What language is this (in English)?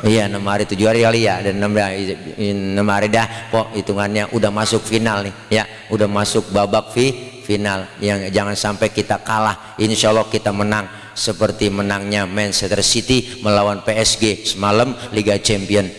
Betawi